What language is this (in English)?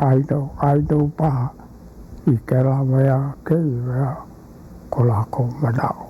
Hawaiian